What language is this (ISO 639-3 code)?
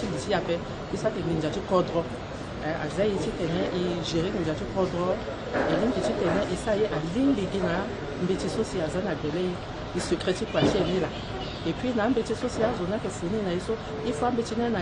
sag